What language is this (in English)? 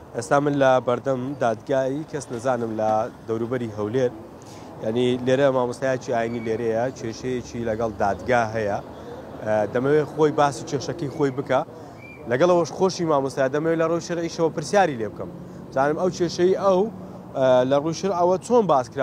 Central Kurdish